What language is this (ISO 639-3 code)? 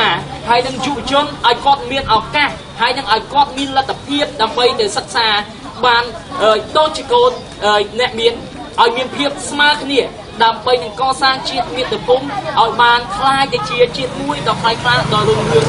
khm